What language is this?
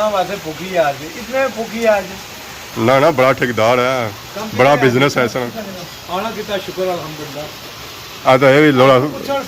Pahari-Potwari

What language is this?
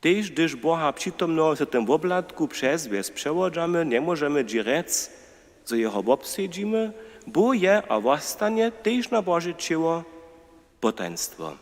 Upper Sorbian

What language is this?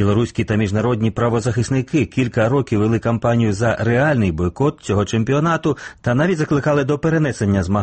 Ukrainian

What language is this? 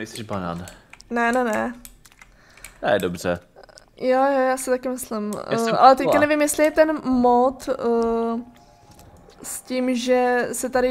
Czech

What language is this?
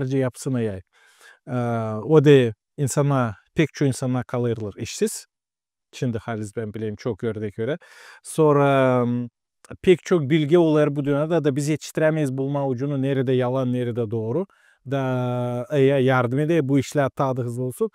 Gagauz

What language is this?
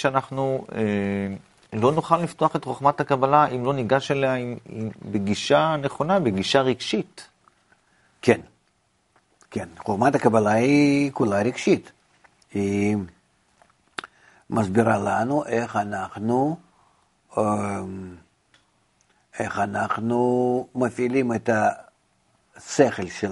Hebrew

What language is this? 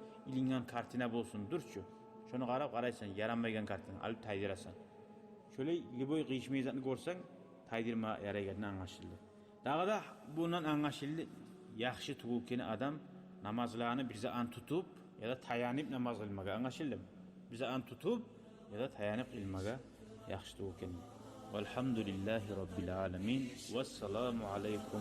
Kumyk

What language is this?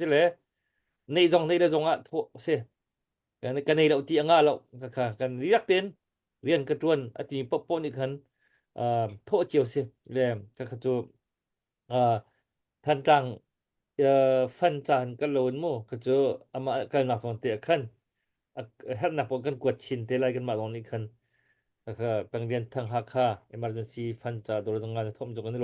Hakha Chin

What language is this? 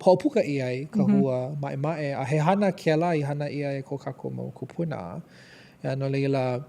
Hawaiian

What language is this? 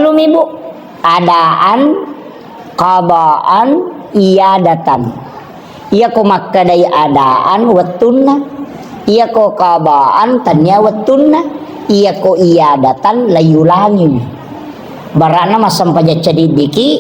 Buginese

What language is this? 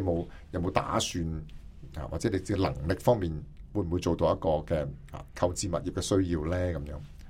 Cantonese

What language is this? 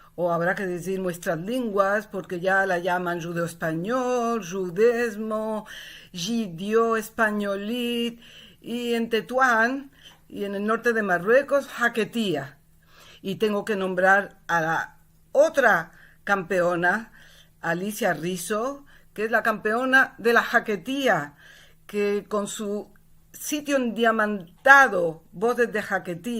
Ladino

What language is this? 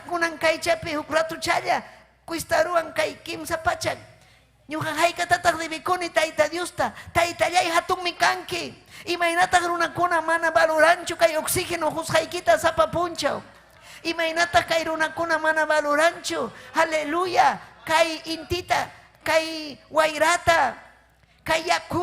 Ayacucho Quechua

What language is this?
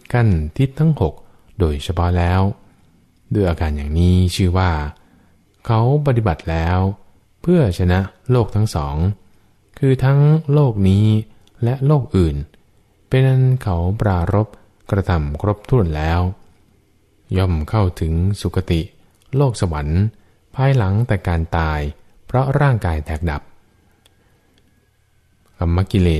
Thai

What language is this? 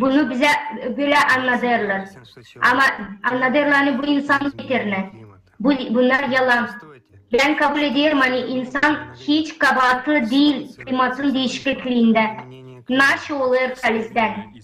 Gagauz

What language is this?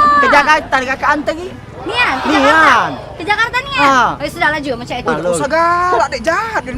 Musi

